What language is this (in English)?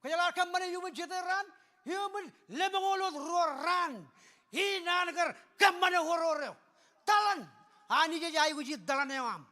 Marshallese